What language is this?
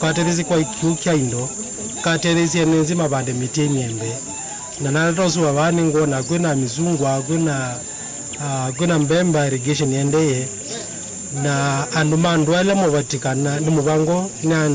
Kamba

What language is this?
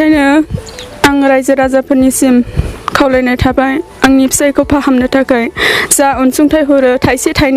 Bodo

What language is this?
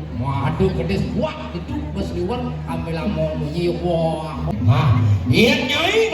Balinese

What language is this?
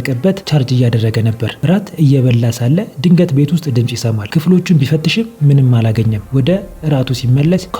Amharic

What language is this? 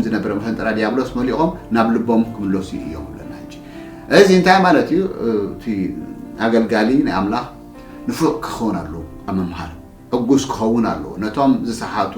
Tigrinya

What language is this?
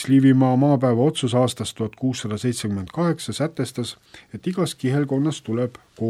Estonian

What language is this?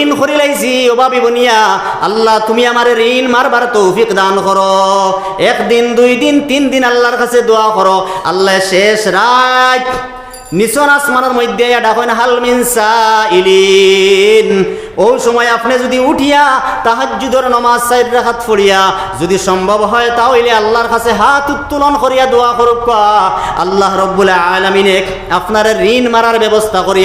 Sylheti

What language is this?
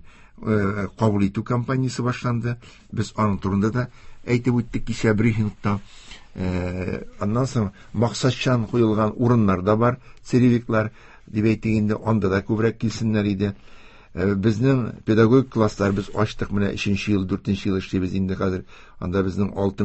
Tatar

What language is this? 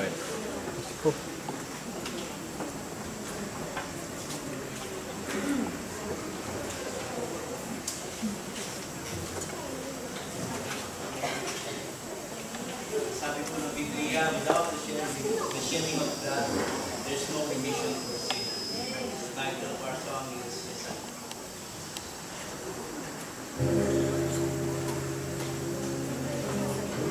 Filipino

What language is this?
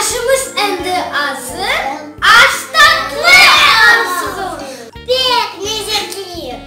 Crimean Tatar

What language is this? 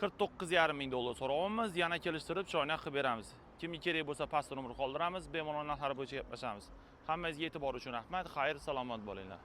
Uzbek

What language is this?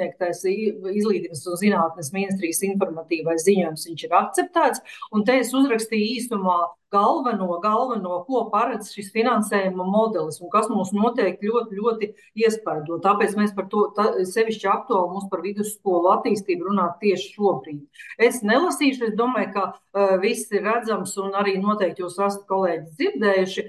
Latvian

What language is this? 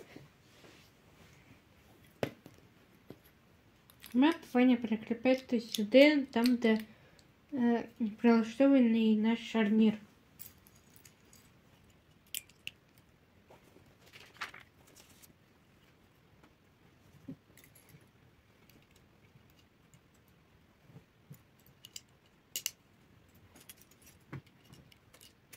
Ukrainian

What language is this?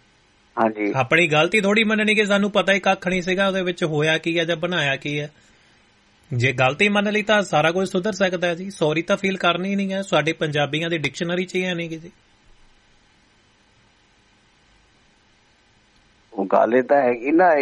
Punjabi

